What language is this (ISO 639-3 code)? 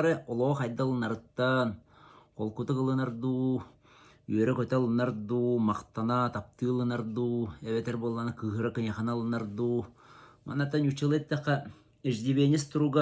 sah